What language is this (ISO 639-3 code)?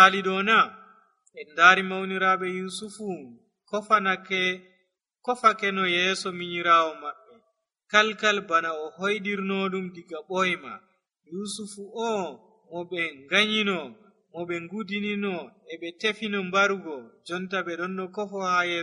fuv